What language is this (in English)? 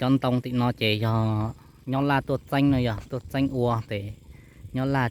Hmong